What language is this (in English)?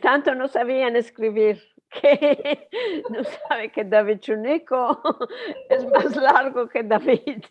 Ladino